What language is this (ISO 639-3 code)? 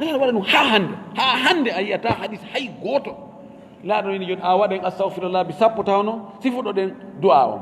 ful